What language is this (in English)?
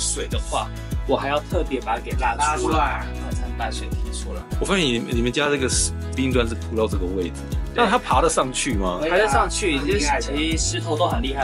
Chinese